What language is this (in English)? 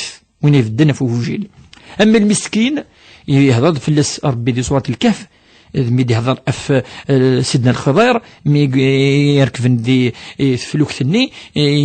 Kabyle